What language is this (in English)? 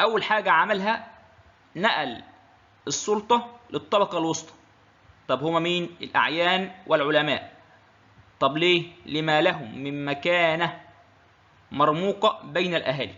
Egyptian Arabic